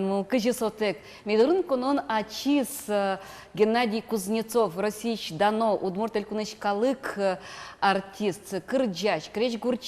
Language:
Udmurt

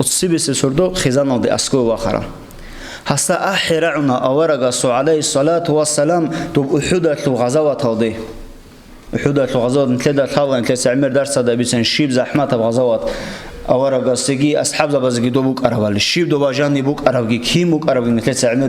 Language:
Avaric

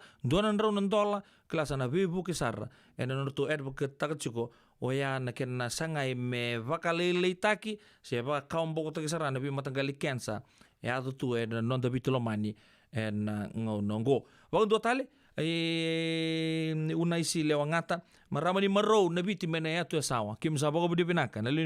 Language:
Fijian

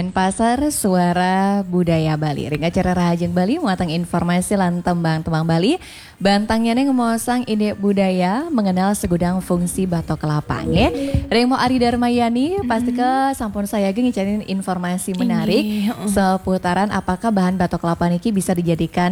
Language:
Balinese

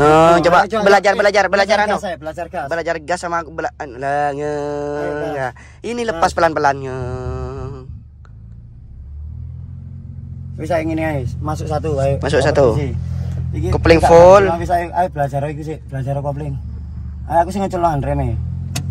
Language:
Indonesian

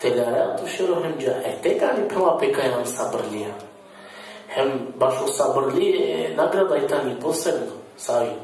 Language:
Balkan Romani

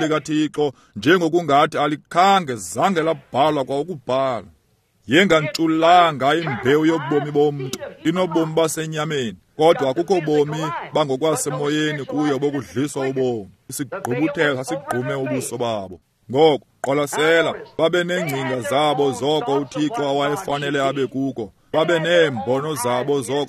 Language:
Xhosa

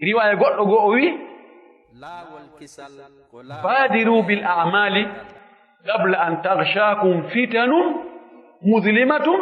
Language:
Pular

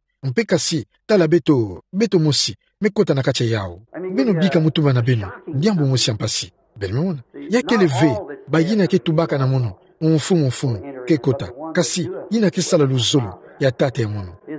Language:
Kituba (Democratic Republic of Congo)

